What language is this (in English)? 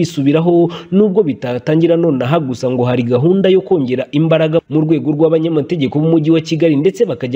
Kinyarwanda